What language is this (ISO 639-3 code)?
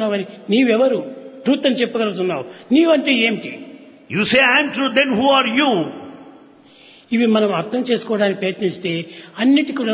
tel